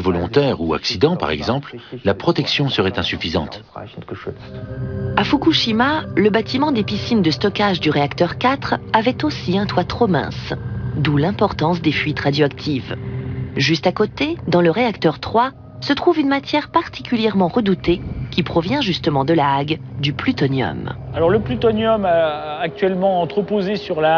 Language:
French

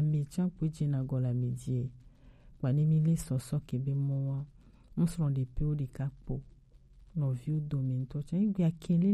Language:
Gen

